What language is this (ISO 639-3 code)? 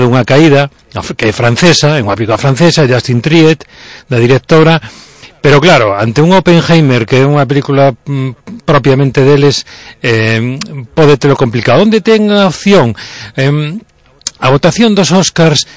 glg